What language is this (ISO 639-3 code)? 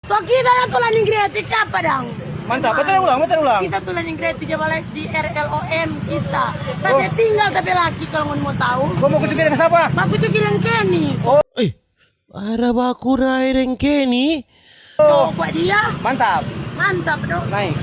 xmm